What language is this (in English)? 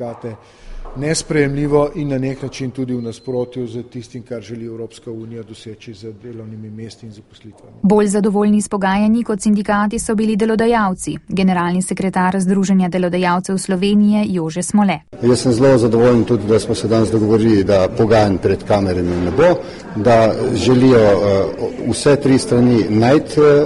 Slovenian